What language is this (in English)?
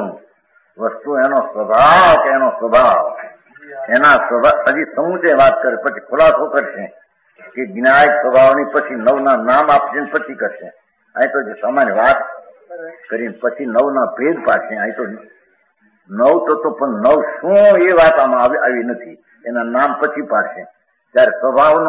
Gujarati